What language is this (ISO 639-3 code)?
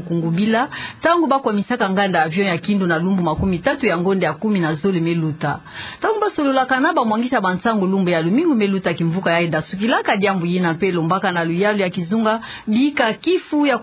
ktu